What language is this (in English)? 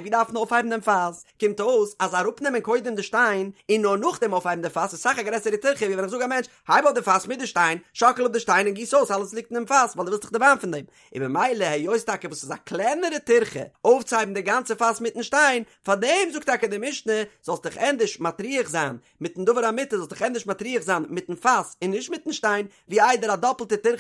Yiddish